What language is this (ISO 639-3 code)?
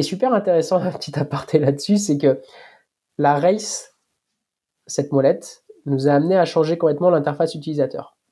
fra